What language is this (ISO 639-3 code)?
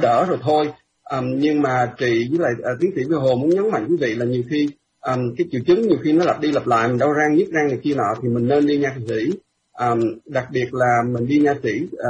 vie